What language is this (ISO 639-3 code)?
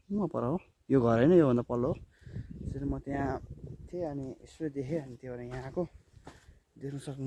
nep